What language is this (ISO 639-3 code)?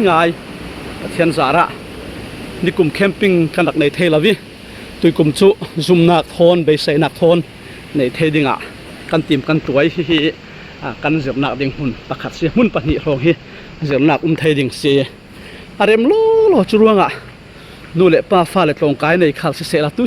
cfm